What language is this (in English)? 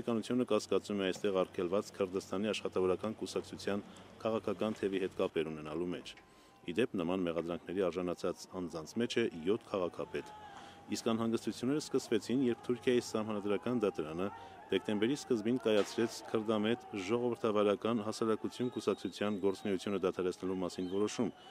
Armenian